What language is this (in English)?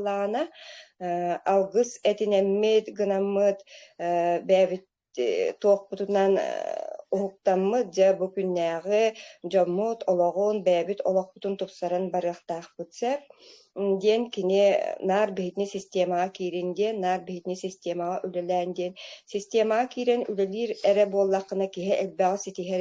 Yakut